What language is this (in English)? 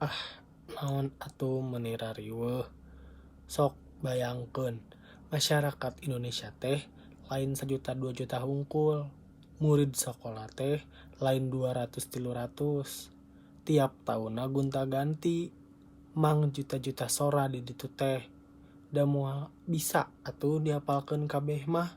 Sundanese